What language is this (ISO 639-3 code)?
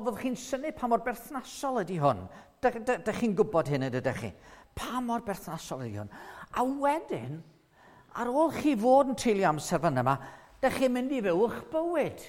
cym